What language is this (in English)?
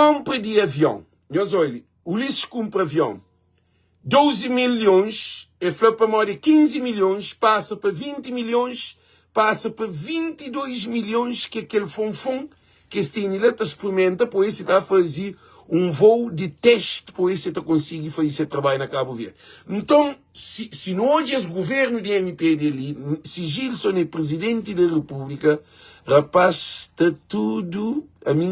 Kabuverdianu